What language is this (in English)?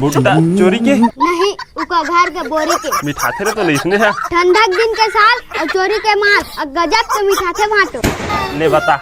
Chhattisgarhi